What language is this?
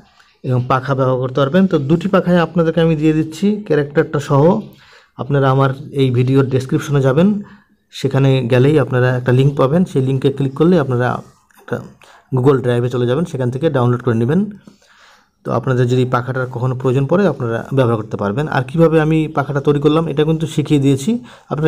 Bangla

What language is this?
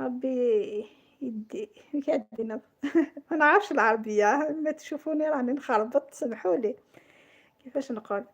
Algerian Arabic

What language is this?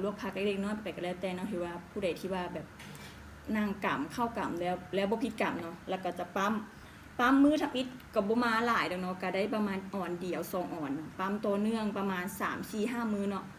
Lao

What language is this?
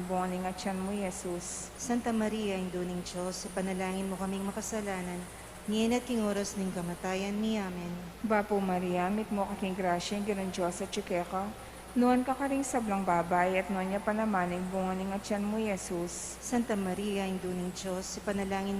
Pampanga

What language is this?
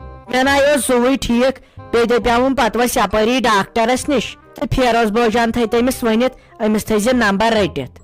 Kashmiri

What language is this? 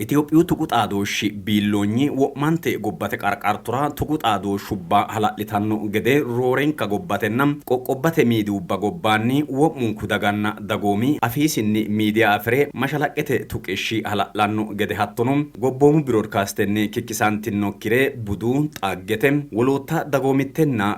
Sidamo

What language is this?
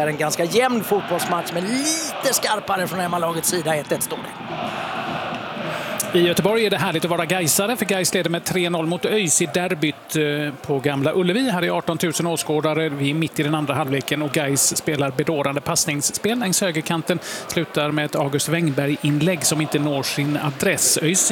Swedish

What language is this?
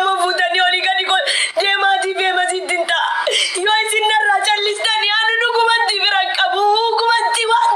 Oromo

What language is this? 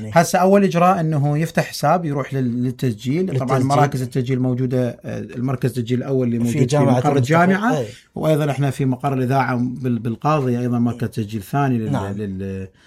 Mesopotamian Arabic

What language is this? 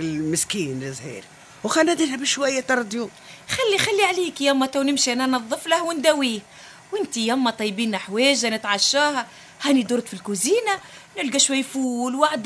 Tunisian Arabic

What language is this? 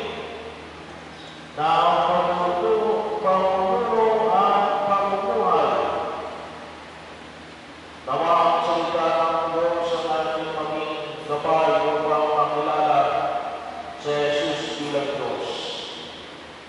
Filipino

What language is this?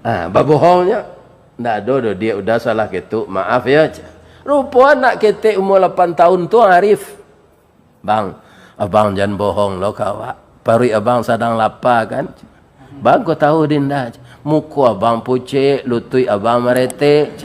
Minangkabau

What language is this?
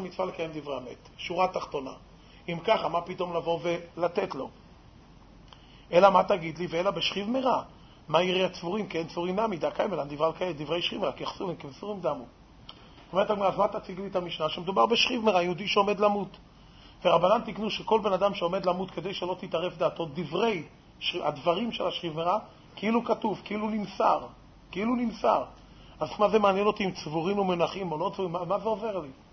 Hebrew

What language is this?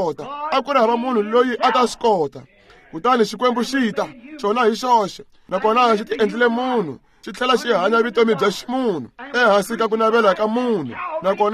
Tsonga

